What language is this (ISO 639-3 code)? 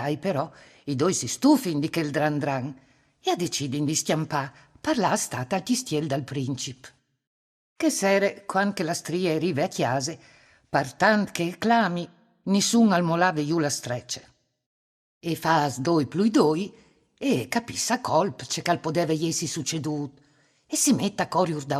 fur